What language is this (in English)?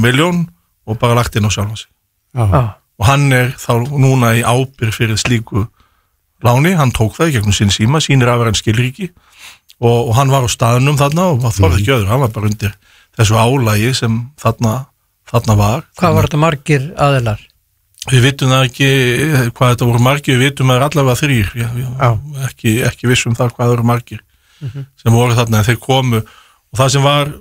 Icelandic